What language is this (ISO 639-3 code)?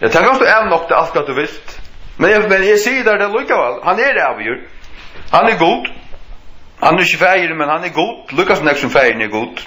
fao